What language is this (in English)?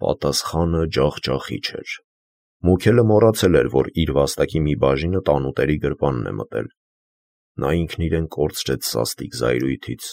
Armenian